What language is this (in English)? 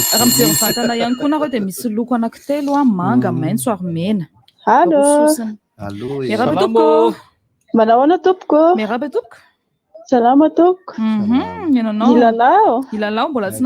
Malagasy